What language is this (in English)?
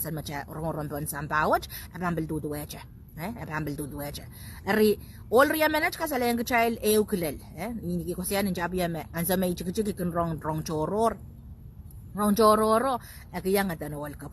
Pohnpeian